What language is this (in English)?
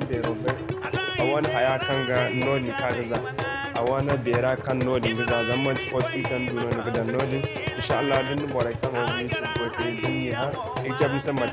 Zarma